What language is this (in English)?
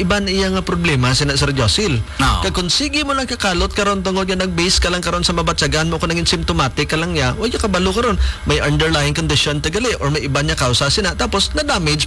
Hiligaynon